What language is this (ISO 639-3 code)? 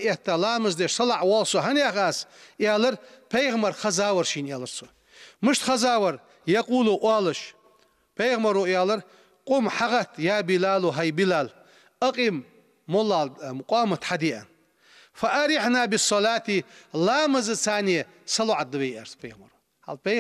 inh